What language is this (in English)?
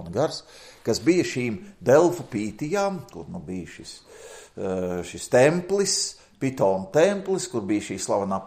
Latvian